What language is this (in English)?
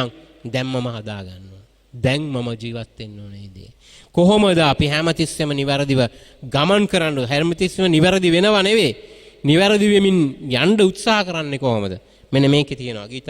Sinhala